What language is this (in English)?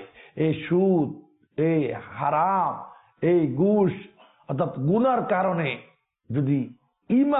Bangla